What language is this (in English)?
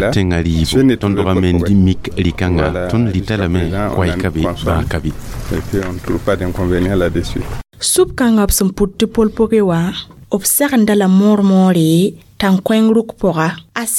Mossi